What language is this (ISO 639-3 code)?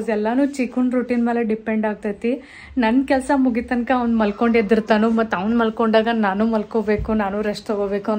kan